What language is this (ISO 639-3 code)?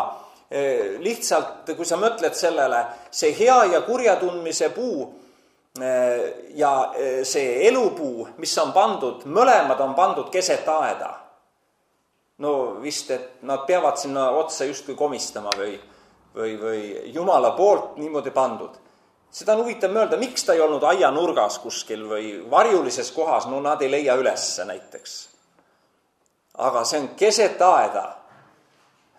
est